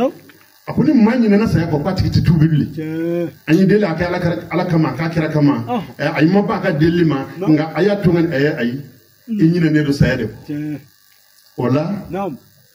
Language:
Bambara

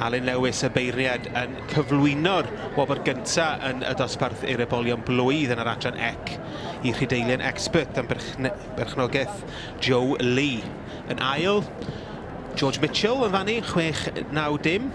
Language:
Welsh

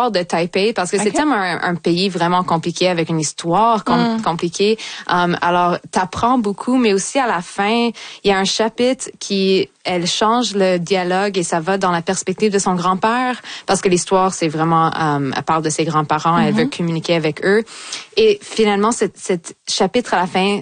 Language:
French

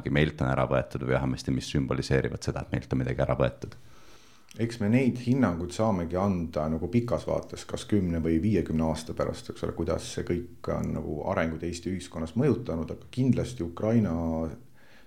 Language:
Estonian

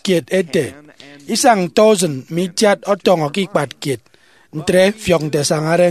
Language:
Efik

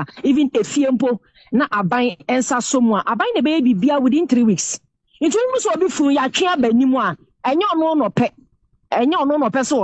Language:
Akan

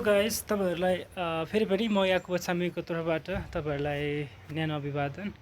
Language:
Nepali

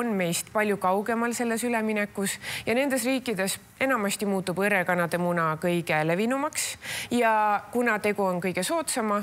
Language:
Estonian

